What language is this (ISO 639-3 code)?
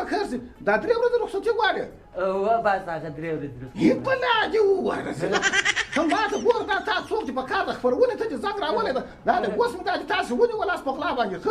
pus